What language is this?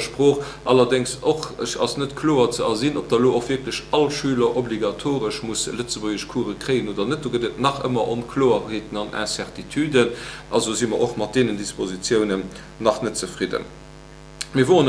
Luxembourgish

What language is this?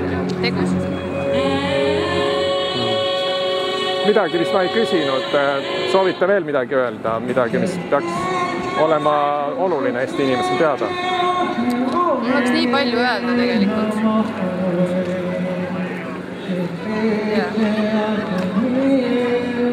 Estonian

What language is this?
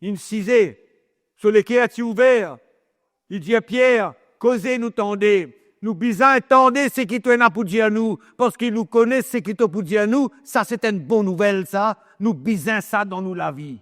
Morisyen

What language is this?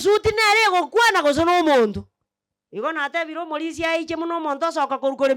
Gusii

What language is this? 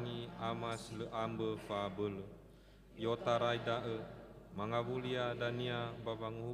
Nias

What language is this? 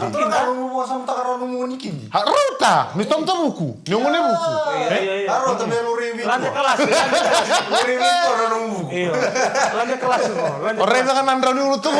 Fijian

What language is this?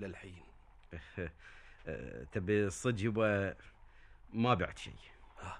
Gulf Arabic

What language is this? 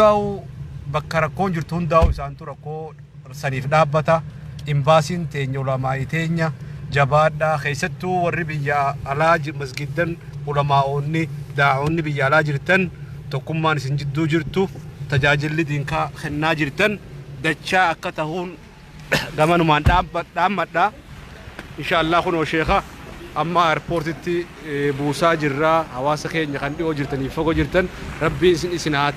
Oromo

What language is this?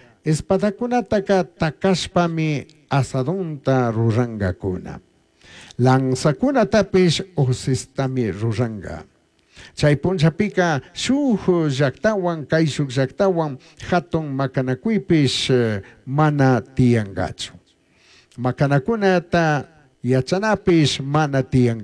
Chimborazo Highland Quichua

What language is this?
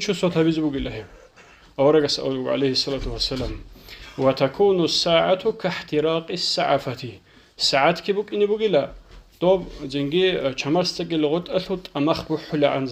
Avaric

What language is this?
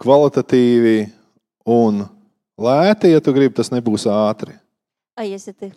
Latvian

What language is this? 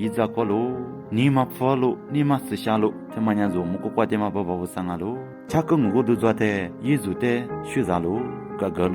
Lisu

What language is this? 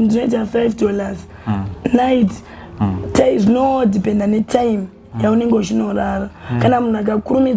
Shona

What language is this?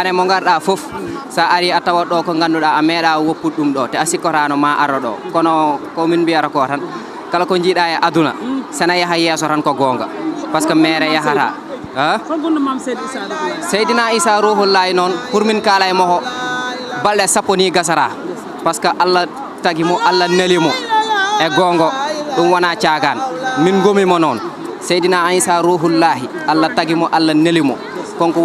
Fula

